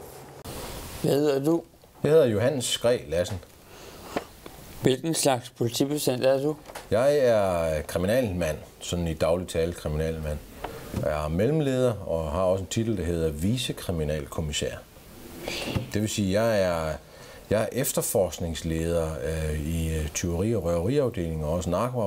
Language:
Danish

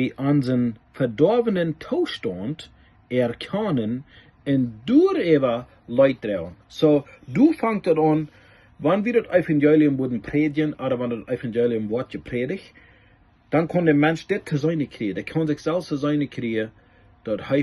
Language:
Plautdietsch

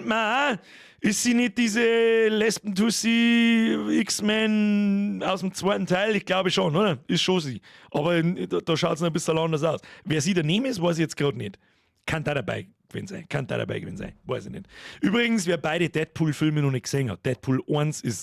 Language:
Bavarian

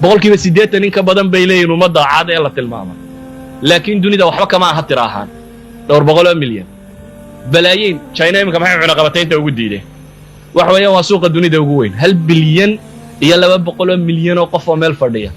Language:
Somali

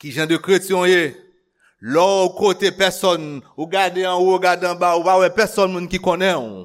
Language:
Haitian Creole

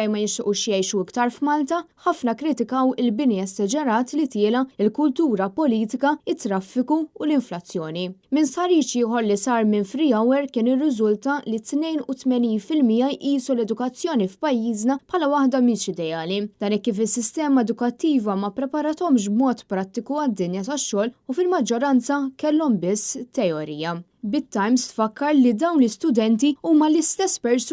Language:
Maltese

